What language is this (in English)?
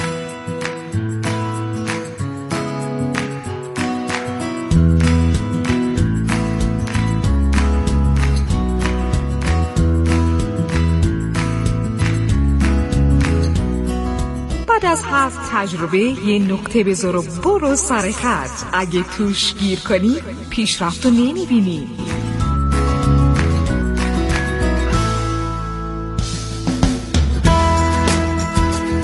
Persian